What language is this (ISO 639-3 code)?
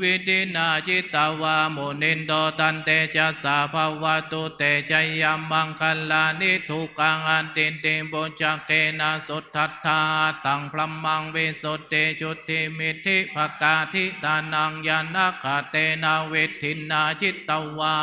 pli